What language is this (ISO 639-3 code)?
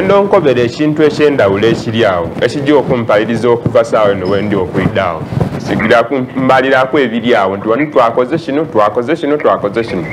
xog